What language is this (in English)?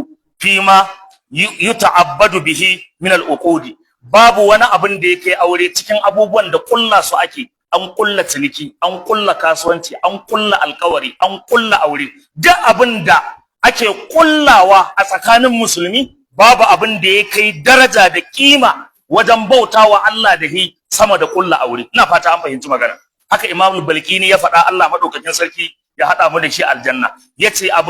Hausa